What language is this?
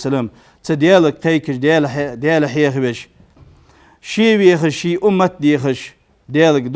Ingush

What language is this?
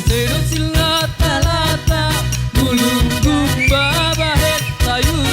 Batak Simalungun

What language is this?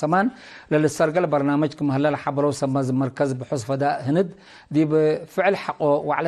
Tigre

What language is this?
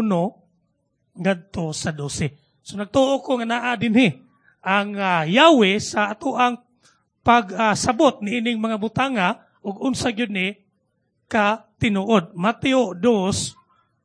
Cebuano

